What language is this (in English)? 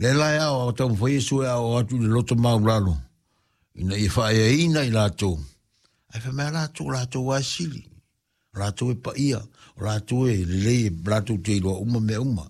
Samoan